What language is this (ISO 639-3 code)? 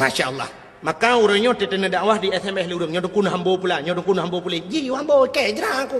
ace